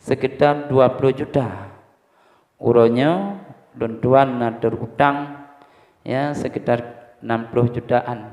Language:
Achinese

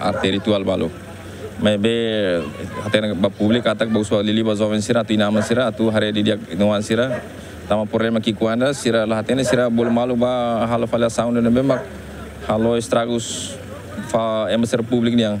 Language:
Tetum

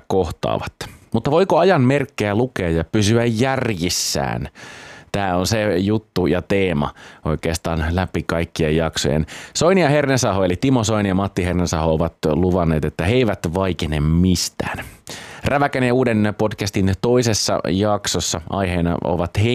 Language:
Finnish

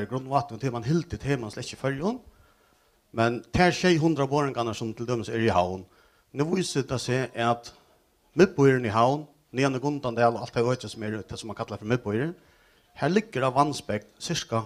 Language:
Faroese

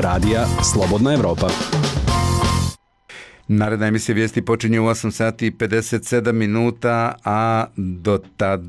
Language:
Bosnian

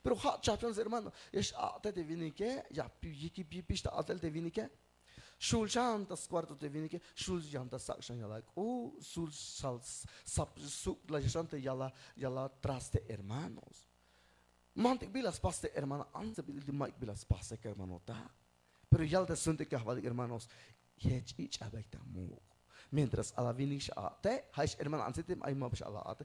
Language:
Tzeltal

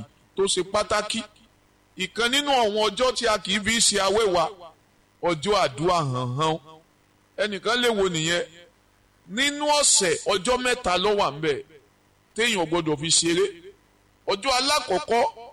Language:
Yoruba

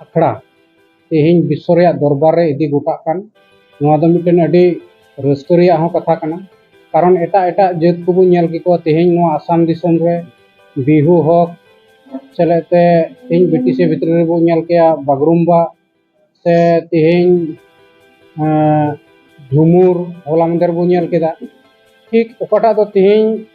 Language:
Santali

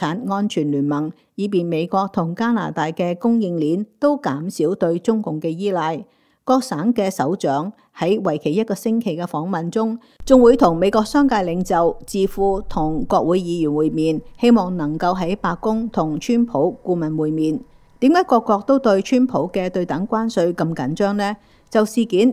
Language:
Cantonese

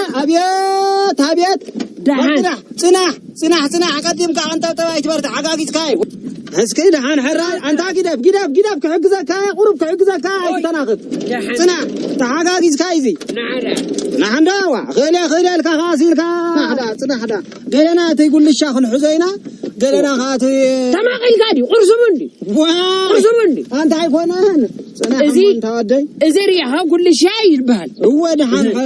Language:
Tigrinya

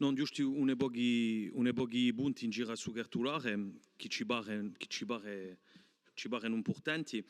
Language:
Corsican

